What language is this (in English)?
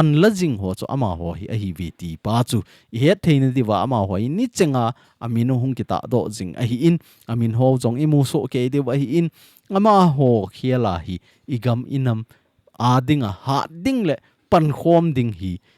Thado Chin